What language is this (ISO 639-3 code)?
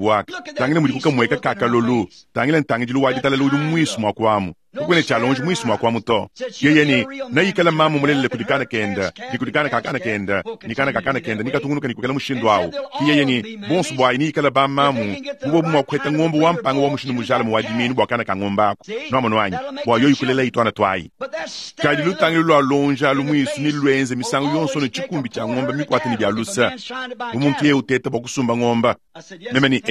lua